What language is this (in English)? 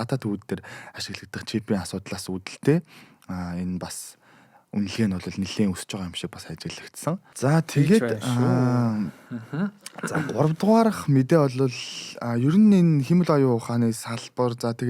Mongolian